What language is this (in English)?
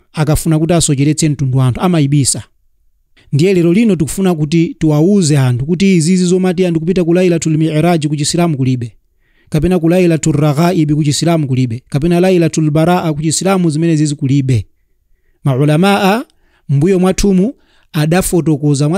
Nyanja